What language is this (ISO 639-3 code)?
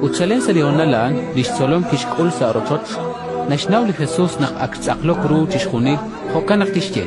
kek